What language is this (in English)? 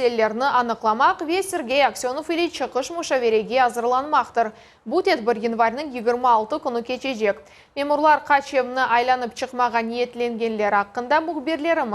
Crimean Tatar